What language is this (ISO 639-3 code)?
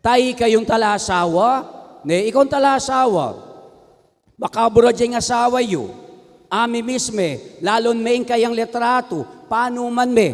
pam